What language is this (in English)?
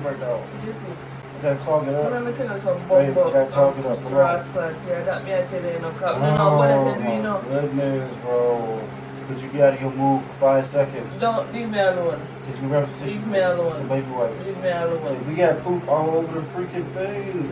Jamaican Creole English